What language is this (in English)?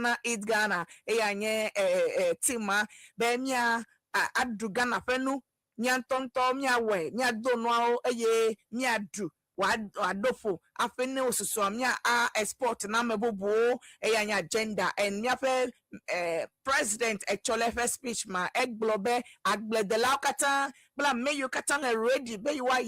Ewe